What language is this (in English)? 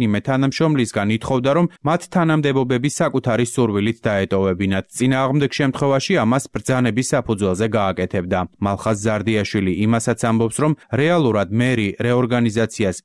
Georgian